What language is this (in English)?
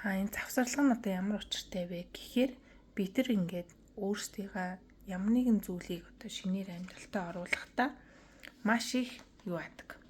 Mongolian